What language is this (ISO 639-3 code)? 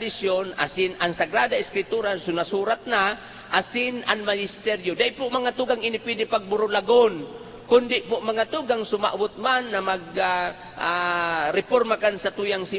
bik